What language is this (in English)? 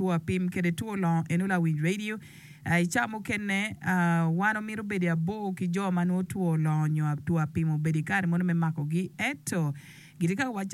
Acoli